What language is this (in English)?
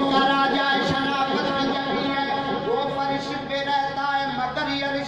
Saraiki